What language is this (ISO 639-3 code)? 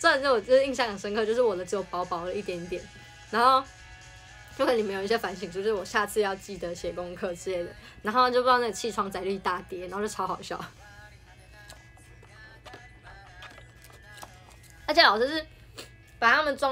zho